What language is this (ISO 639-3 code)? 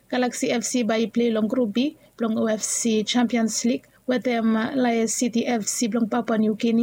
bis